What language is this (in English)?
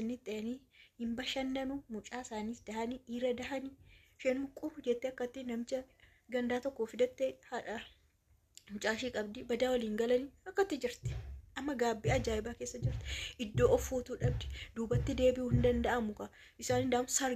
Oromo